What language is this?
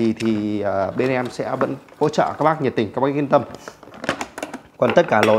Vietnamese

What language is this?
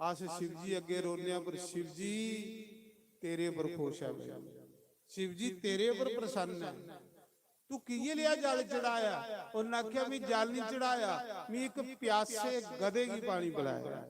Dogri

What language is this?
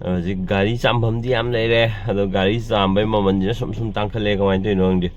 Manipuri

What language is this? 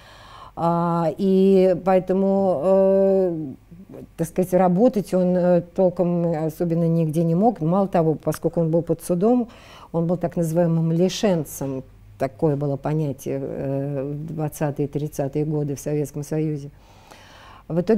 Russian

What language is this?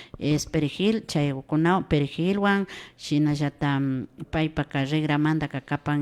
Imbabura Highland Quichua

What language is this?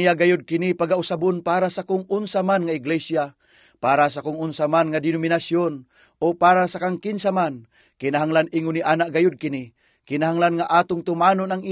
Cebuano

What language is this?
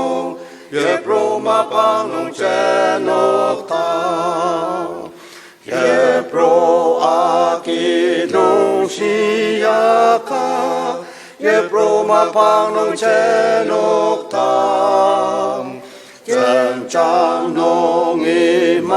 Ao Naga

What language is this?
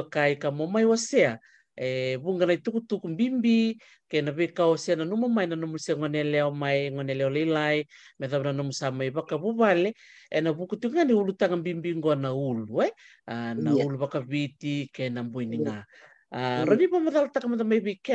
Fijian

